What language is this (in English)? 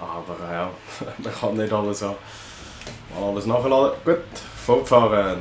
Swiss German